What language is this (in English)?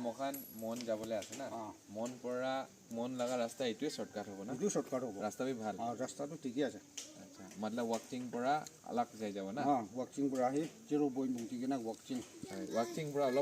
Naga Pidgin